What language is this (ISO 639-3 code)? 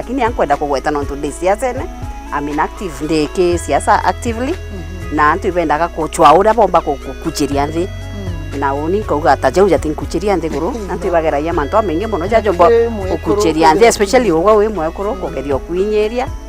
mer